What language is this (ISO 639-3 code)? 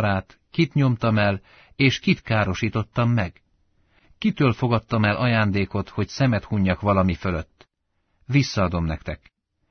hun